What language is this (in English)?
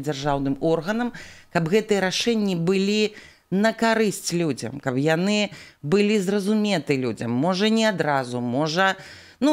Belarusian